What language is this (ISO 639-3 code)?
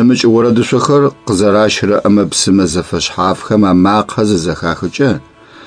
ady